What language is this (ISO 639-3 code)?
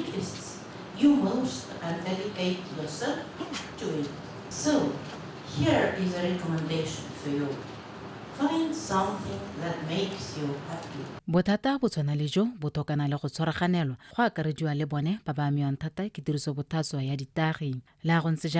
tsn